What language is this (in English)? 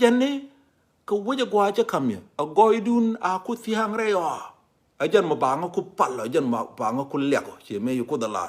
Nuer